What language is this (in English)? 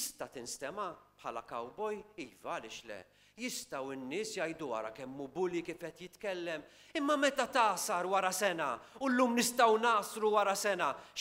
Maltese